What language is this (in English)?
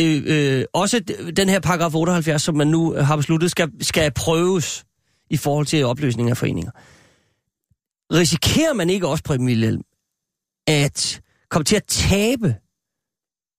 Danish